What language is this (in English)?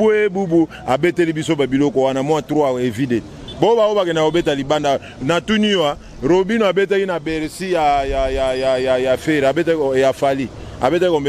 Lingala